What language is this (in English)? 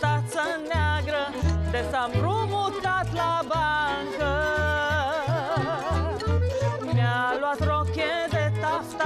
Romanian